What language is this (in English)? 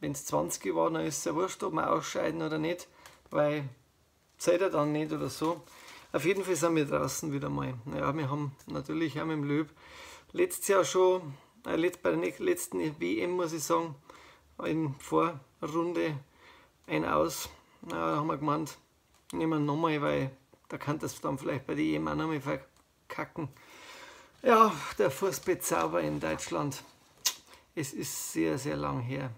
Bavarian